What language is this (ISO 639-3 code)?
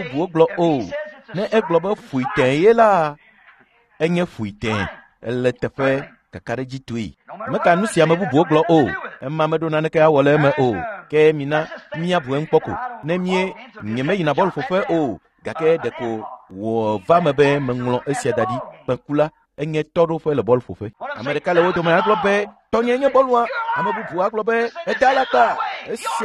ewe